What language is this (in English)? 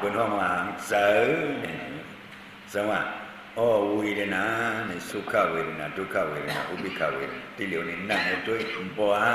Shan